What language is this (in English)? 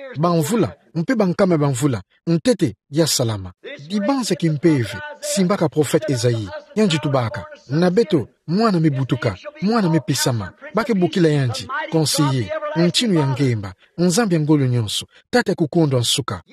Kituba (Democratic Republic of Congo)